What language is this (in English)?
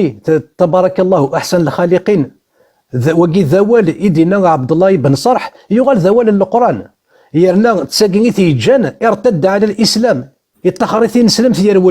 Kabyle